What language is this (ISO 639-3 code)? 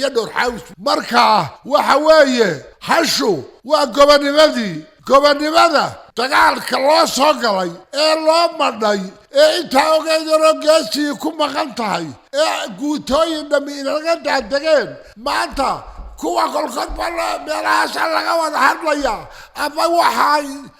som